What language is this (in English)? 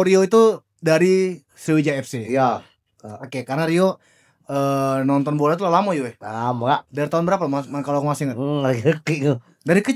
Musi